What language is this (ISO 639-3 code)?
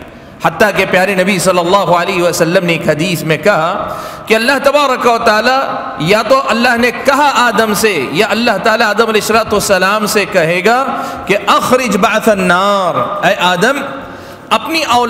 urd